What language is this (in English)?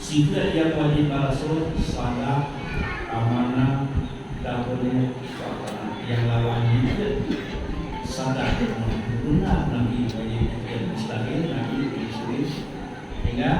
Achinese